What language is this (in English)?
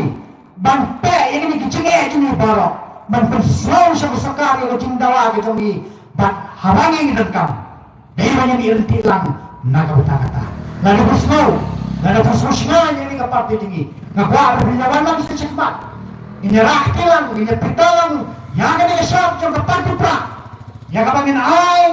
Khasi